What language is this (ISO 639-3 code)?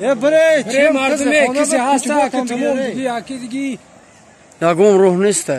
tgk